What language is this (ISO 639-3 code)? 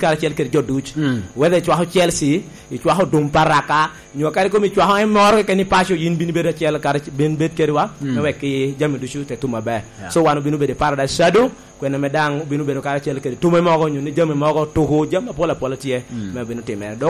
laj